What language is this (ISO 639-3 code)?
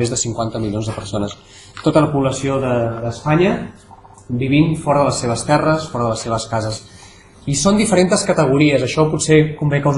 cat